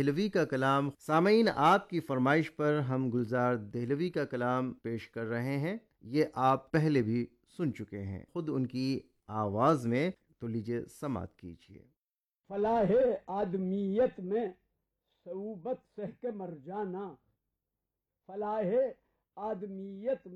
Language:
Urdu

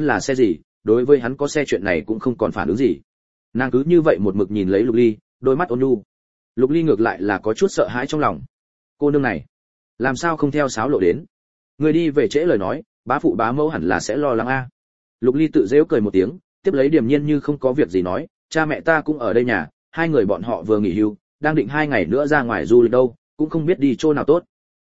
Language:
Vietnamese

